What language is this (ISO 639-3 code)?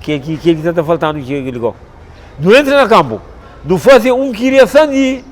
kea